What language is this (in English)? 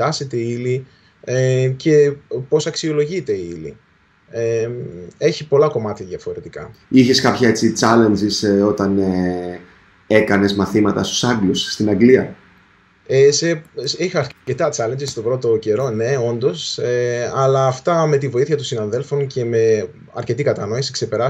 Greek